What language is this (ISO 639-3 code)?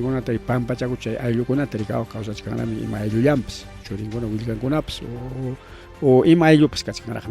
quy